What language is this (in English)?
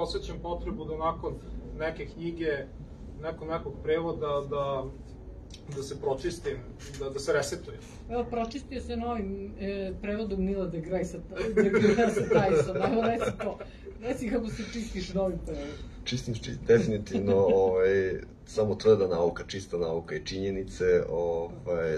Serbian